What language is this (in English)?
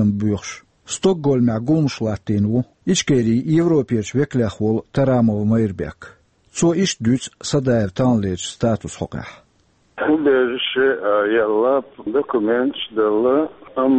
Chechen